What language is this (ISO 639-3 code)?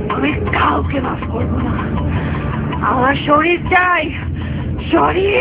ben